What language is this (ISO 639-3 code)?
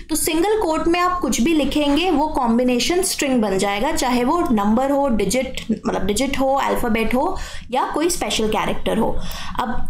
hin